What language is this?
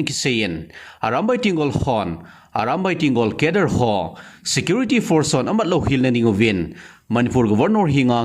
Thado Chin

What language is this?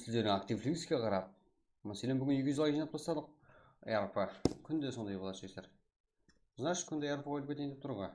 Kara-Kalpak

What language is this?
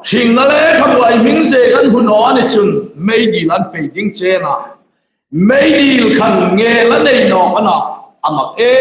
Hmar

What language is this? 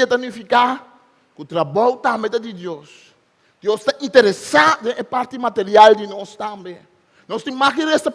Papiamento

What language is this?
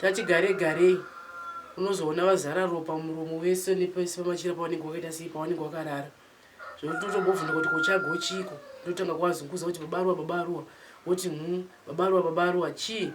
Shona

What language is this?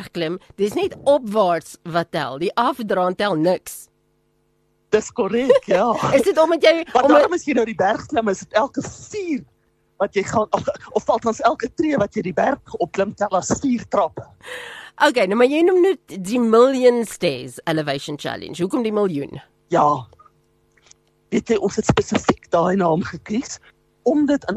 Afrikaans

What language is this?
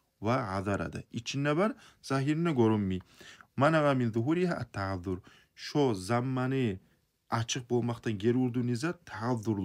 Kumyk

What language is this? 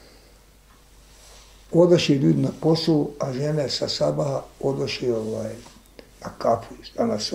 Bosnian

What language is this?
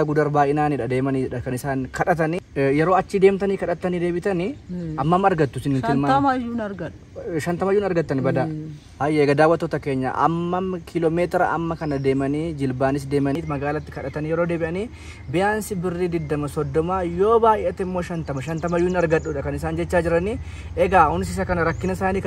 Oromo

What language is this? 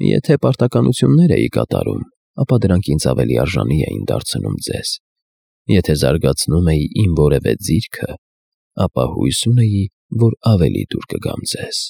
Armenian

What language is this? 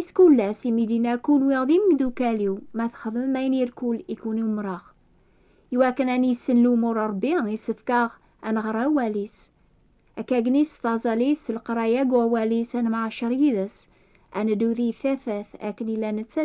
Kabyle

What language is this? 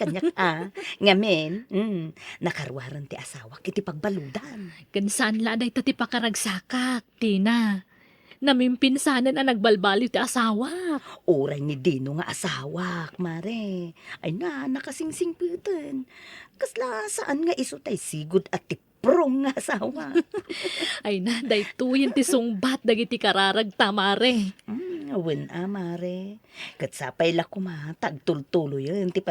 Iloko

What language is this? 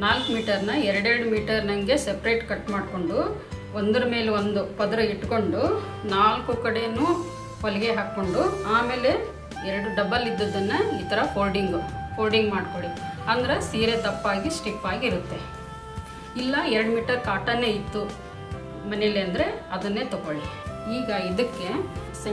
Kannada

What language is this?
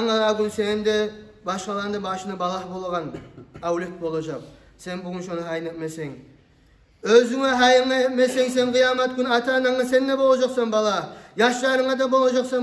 Kumyk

